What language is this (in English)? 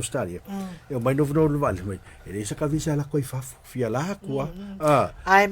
Samoan